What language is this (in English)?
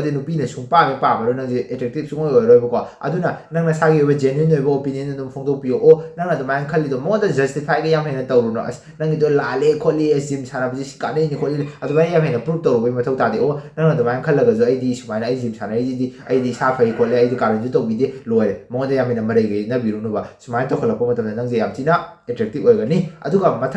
Manipuri